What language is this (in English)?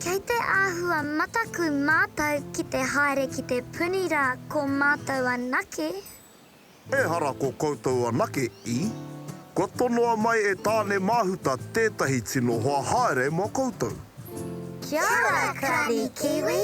Māori